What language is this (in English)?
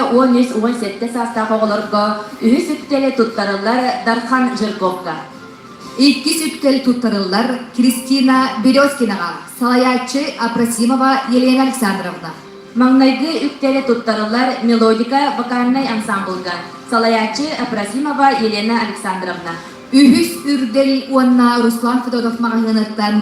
Yakut